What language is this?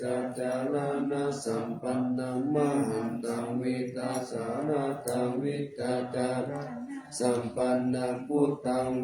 Pali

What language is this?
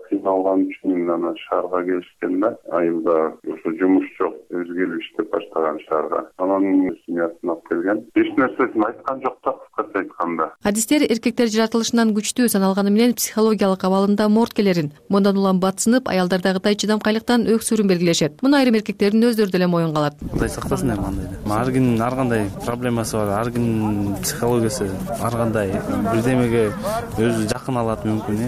Kyrgyz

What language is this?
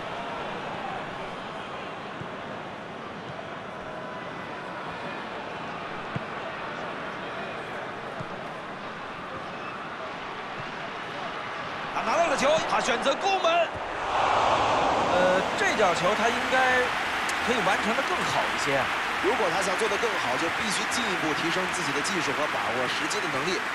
Chinese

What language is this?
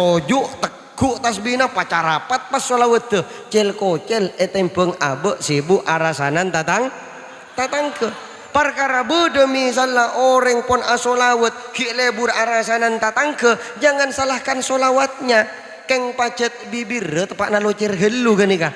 Madurese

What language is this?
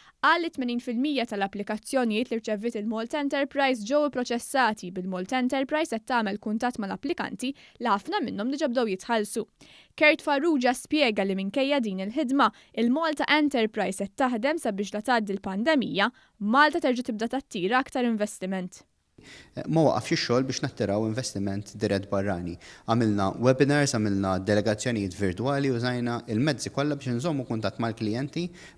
Maltese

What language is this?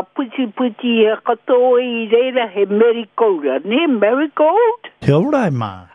Māori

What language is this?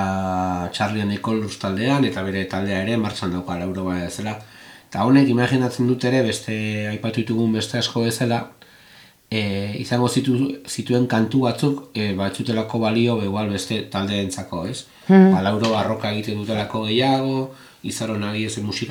Basque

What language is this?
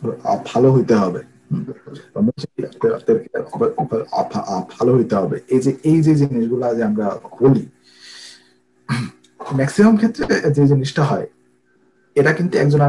Bangla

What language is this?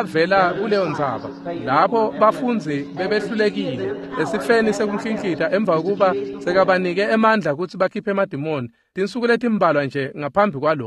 Swati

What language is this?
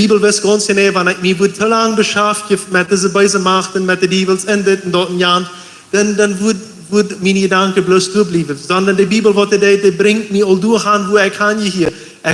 Plautdietsch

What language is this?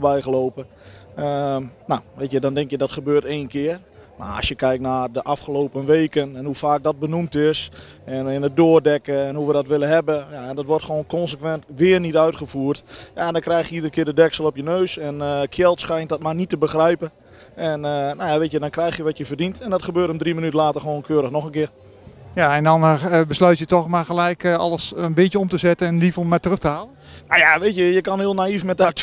Dutch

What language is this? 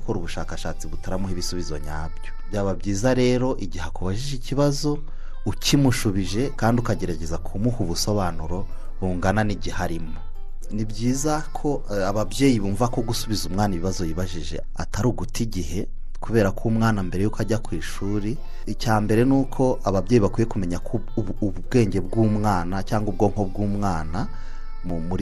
Kinyarwanda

